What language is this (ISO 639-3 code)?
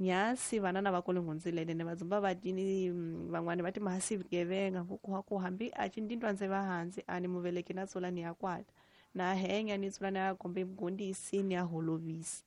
tso